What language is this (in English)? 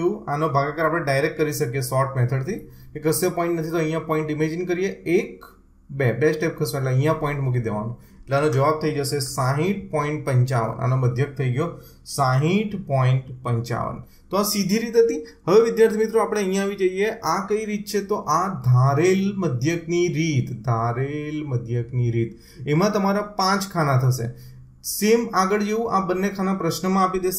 Gujarati